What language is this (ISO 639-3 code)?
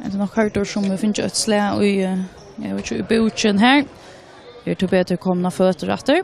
fao